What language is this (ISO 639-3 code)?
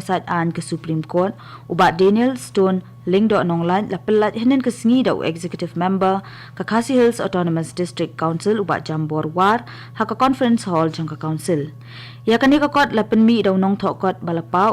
kha